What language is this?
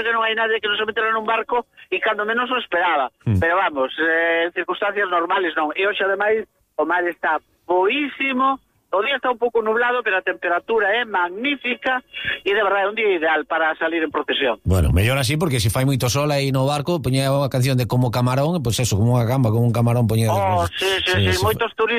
Galician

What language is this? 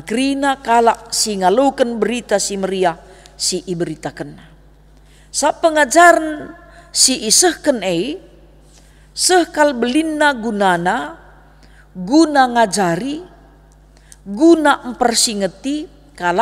Batak Karo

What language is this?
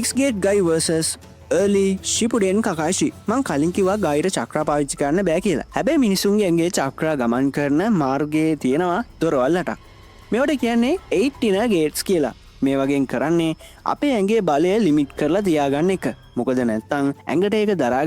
Sinhala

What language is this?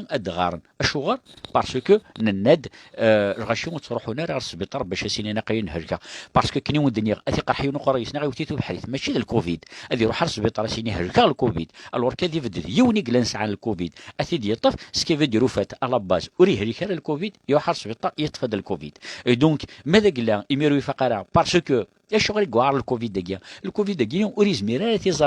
Kabyle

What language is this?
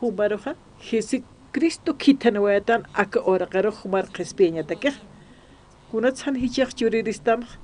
Aymara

